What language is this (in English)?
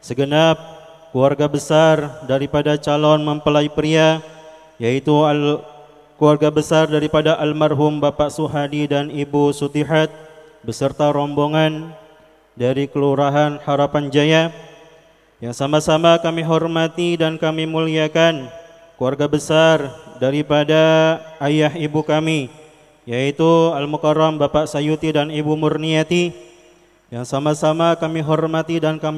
Indonesian